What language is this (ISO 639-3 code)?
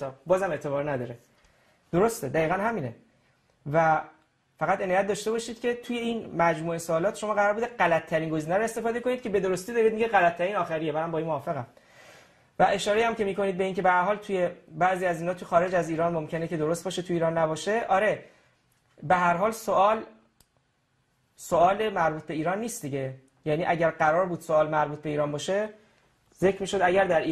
fas